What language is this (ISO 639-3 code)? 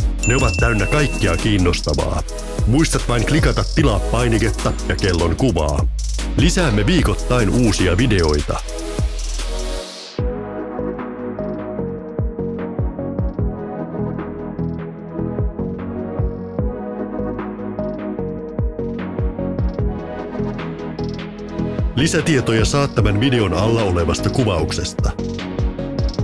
fin